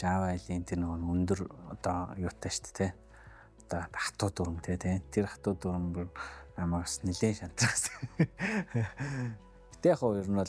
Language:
Mongolian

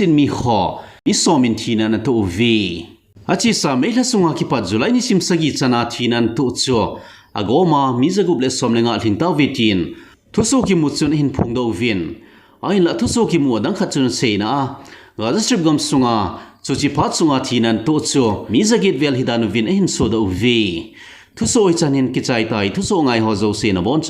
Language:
Thado Chin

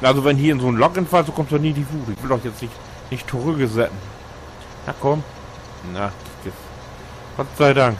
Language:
Low German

